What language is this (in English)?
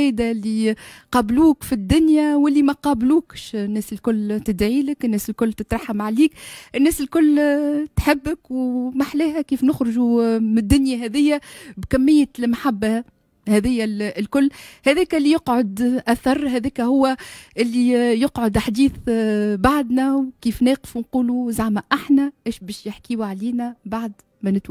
Tunisian Arabic